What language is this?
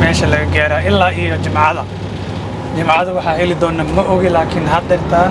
Somali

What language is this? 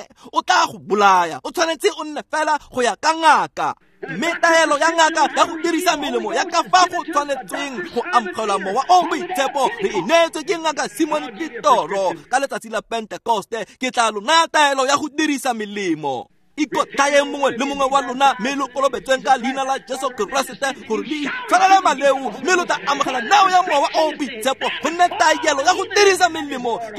Tswana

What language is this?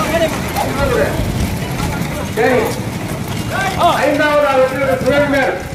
Tamil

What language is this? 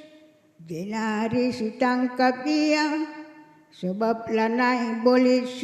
Batak Karo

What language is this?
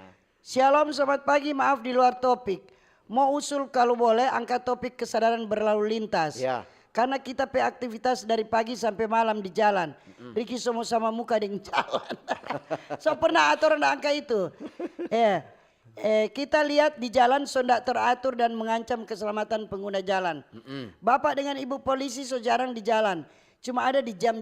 Manado Malay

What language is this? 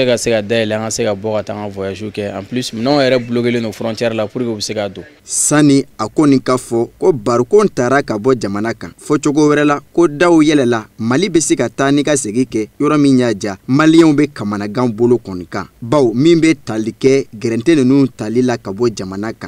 Bambara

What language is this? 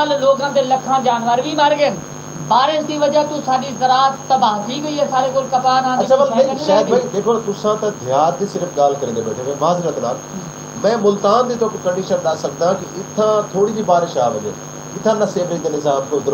Saraiki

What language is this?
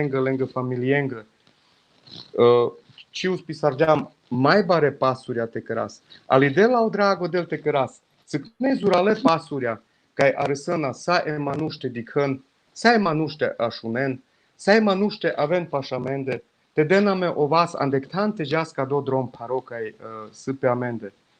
Balkan Romani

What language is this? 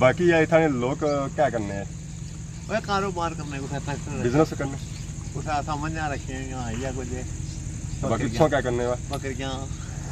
Pahari-Potwari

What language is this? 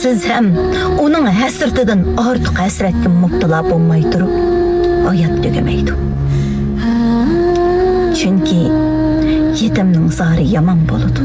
Uyghur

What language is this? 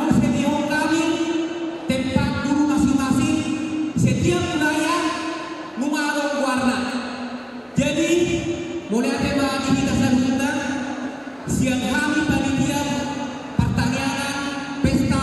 Batak Toba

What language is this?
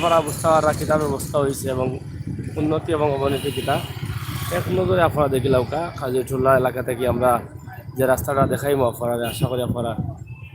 Sylheti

